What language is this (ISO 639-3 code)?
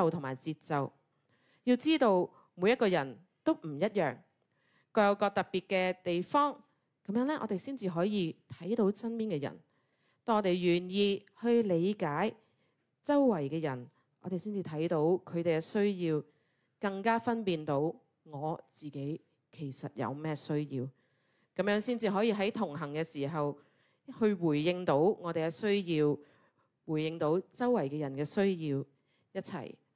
yue